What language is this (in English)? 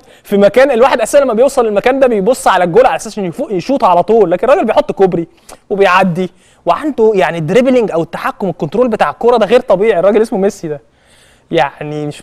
Egyptian Arabic